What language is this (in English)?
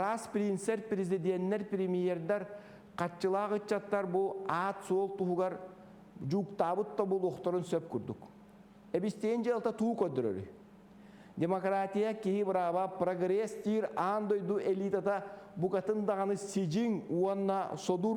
Yakut